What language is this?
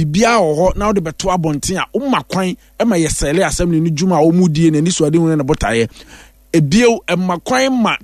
Akan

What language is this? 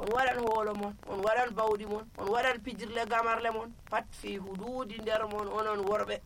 Nigerian Fulfulde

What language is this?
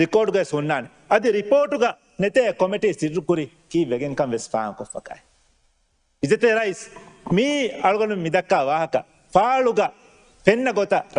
Divehi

